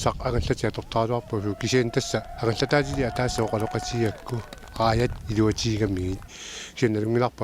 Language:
Kalaallisut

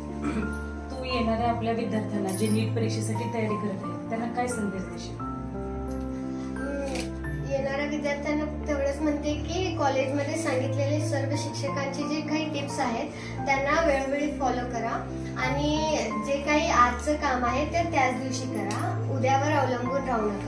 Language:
Marathi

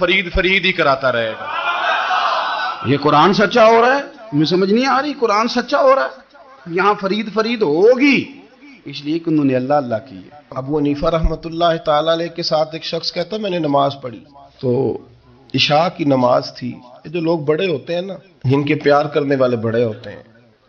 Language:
Urdu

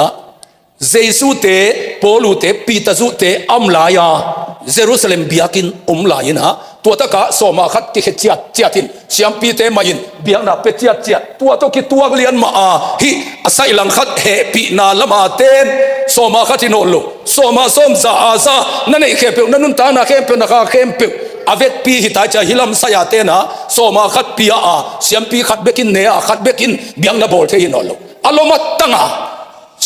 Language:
Tedim Chin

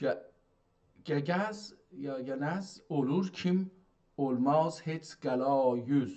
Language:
South Azerbaijani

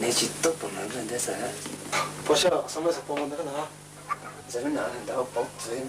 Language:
Poumei Naga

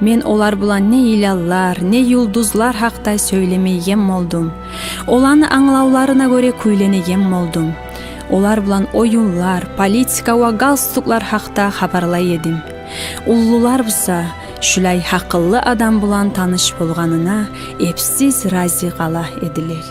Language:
Kumyk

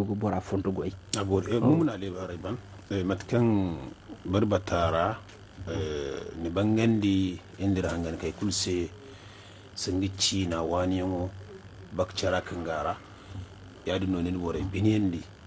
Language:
Zarma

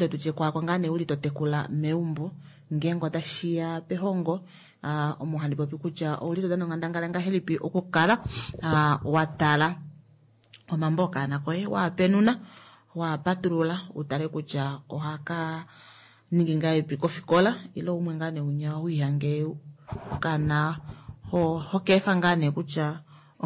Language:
Kuanyama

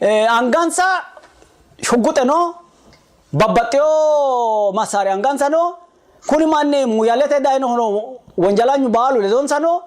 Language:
Sidamo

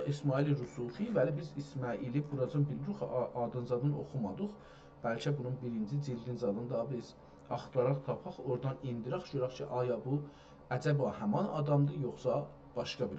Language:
South Azerbaijani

